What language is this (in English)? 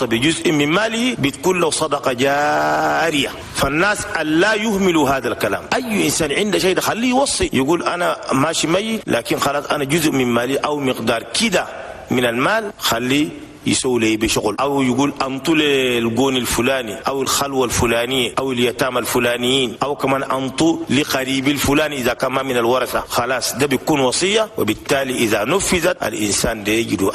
Chadian Arabic